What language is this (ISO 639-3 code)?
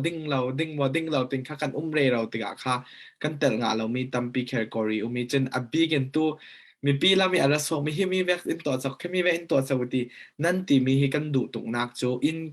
cfm